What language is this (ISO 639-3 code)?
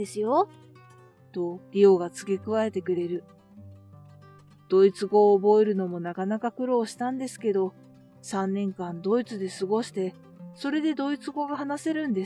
jpn